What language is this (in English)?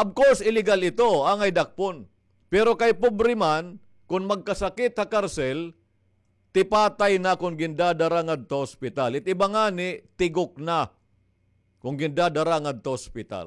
Waray